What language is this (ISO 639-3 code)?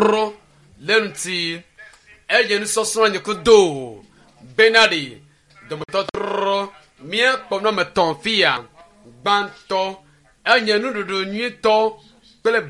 ewe